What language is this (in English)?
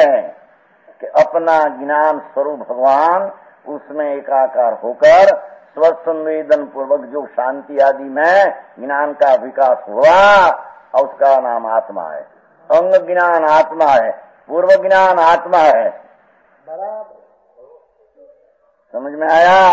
Hindi